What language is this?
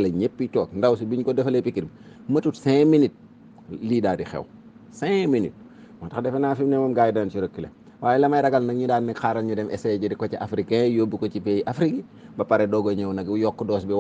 Wolof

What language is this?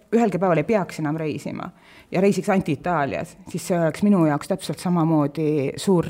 Estonian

